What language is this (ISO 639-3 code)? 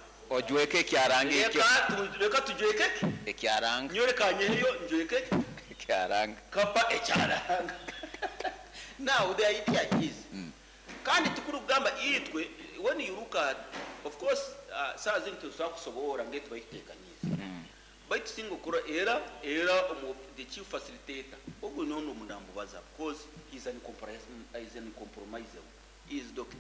nyo